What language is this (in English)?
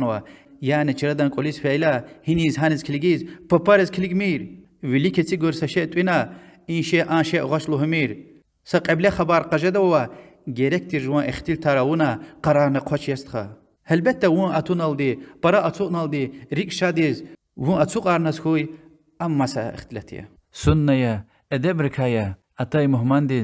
Lezghian